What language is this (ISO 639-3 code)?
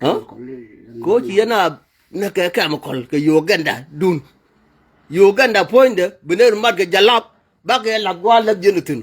nus